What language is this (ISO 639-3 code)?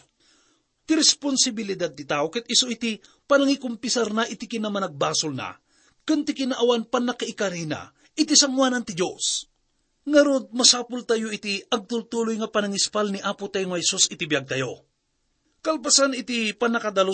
ilo